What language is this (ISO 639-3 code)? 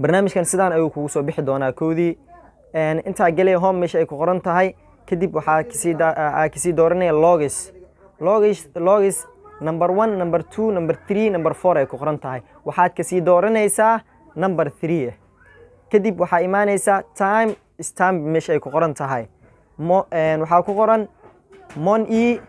som